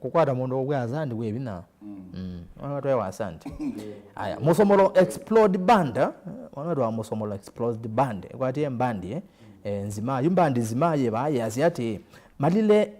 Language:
Kamba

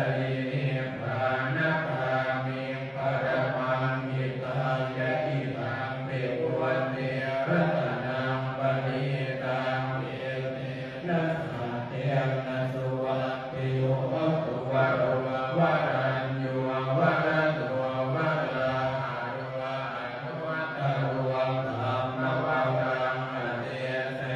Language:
Pali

